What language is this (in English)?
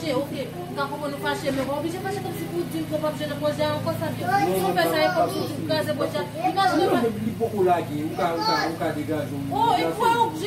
Haitian Creole